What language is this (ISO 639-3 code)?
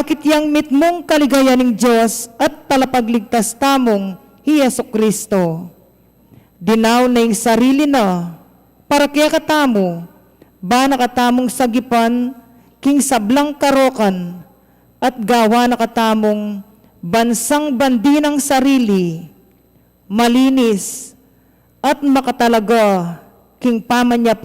pam